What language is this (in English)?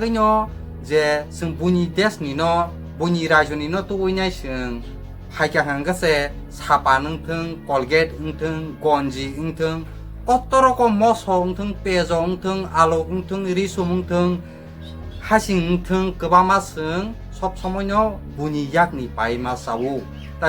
Kok Borok